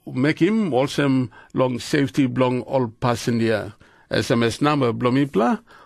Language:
Tok Pisin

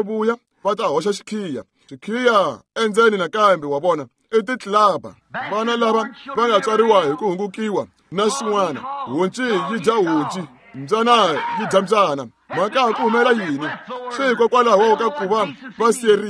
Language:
Tsonga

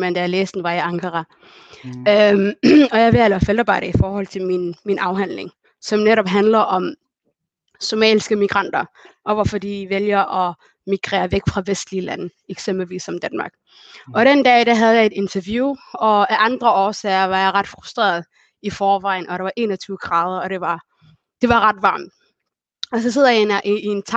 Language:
Danish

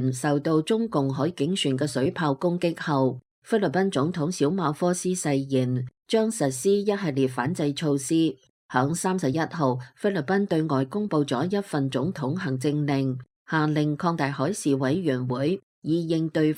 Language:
Cantonese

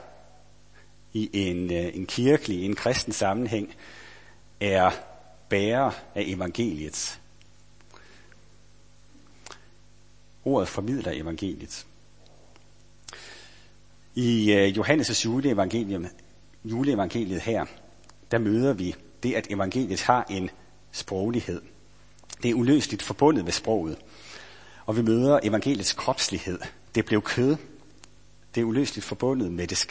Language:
Danish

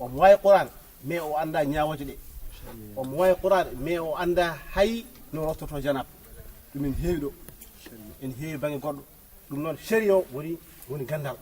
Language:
Fula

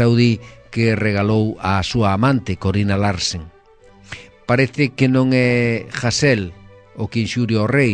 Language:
Galician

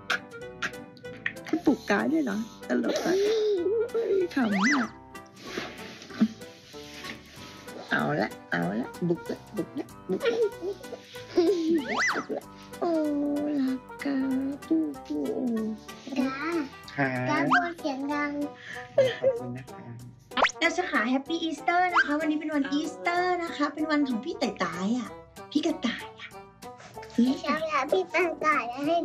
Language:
Thai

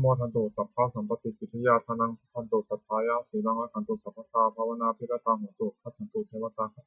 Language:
Pali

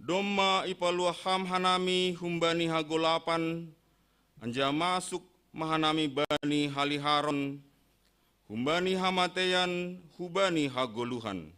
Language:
Batak Simalungun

